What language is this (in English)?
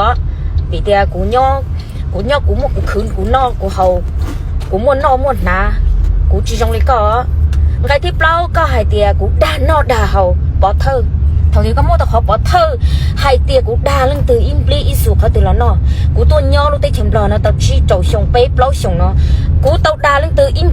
Hmong